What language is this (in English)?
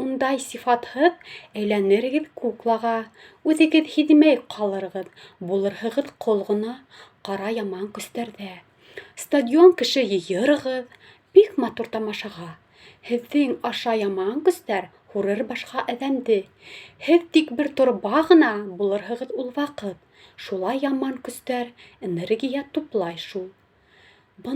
Bashkir